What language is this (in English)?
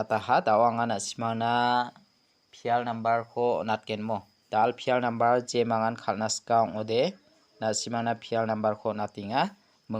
Garo